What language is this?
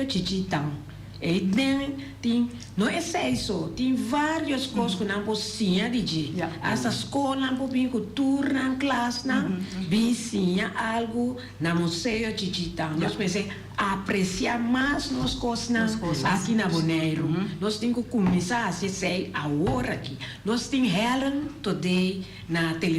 Papiamento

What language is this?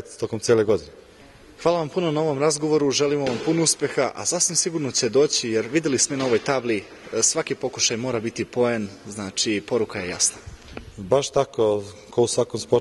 Serbian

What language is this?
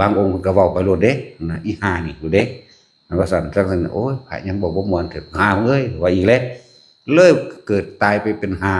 Northeastern Thai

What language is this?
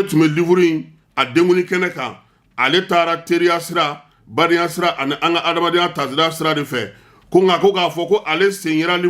Bambara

